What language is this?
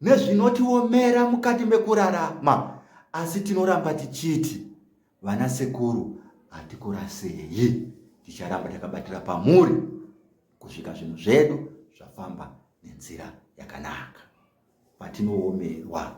Shona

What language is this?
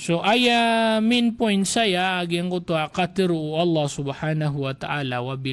Maranao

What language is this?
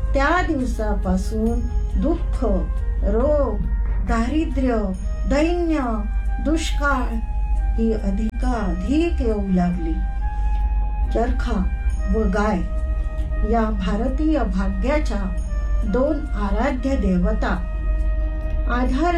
Marathi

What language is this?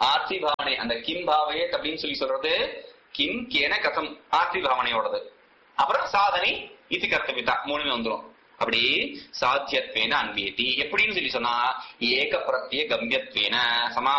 Tamil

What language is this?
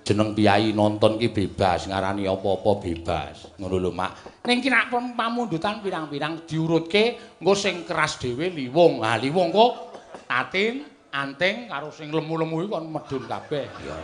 Javanese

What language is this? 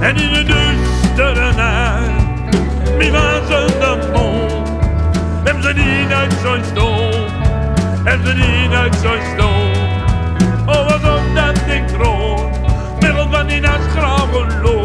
Gronings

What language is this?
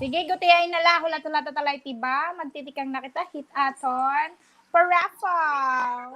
Waray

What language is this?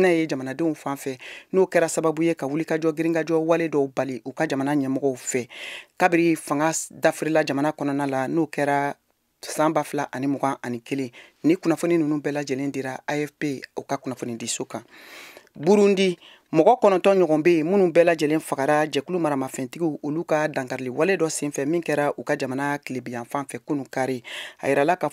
Bambara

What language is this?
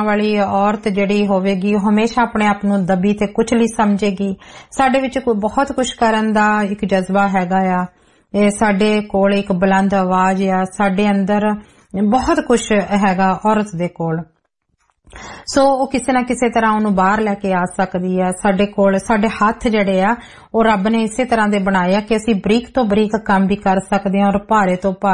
Punjabi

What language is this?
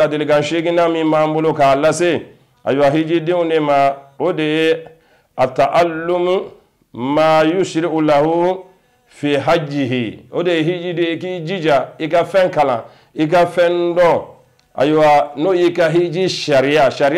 Bambara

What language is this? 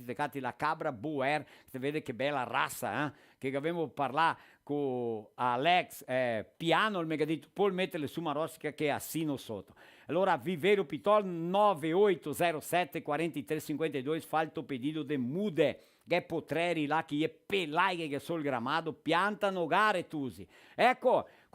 Venetian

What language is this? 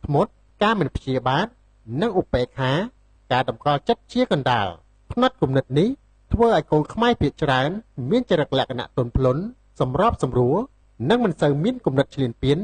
Khmer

